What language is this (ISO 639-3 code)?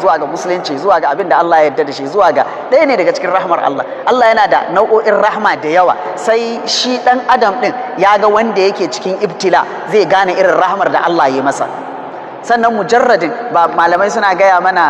hau